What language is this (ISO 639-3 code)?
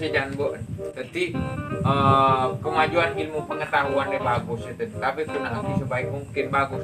mad